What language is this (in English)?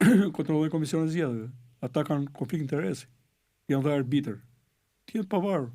Albanian